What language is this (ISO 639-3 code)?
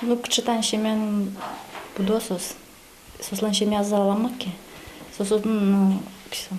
udm